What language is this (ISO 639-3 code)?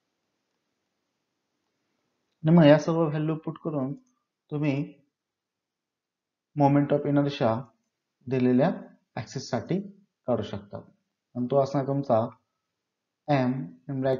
mar